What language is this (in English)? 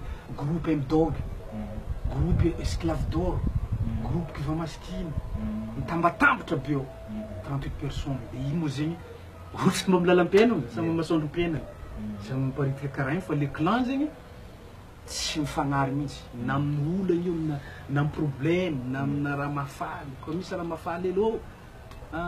Malagasy